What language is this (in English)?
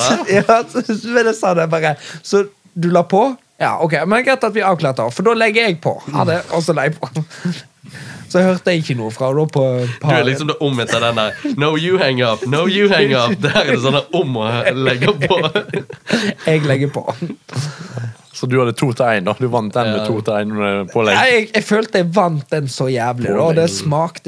Norwegian